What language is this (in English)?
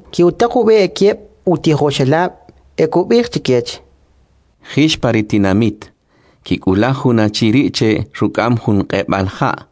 Kʼicheʼ